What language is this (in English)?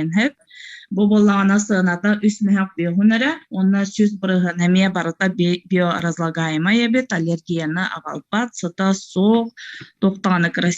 Yakut